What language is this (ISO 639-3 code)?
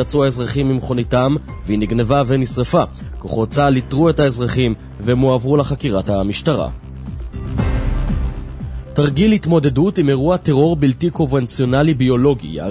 heb